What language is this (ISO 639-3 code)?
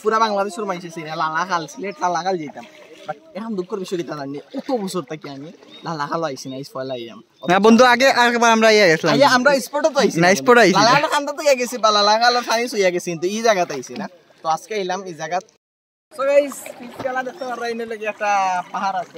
syl